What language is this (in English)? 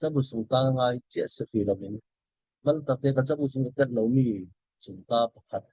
Falam Chin